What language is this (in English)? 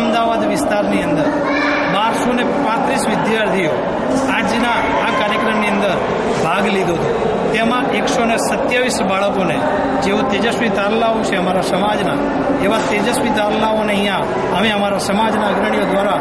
Gujarati